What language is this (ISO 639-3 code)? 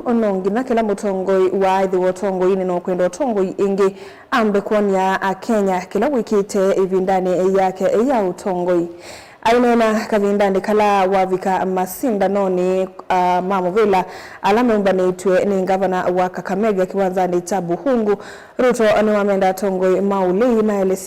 kam